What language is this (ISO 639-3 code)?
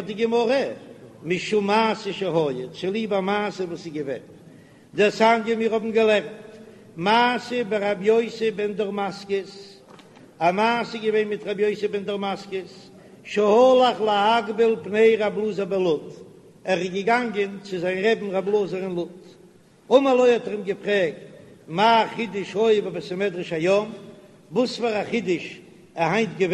yid